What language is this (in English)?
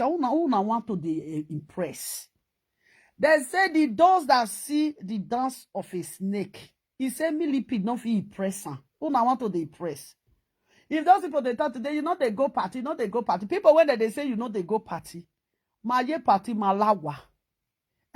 Nigerian Pidgin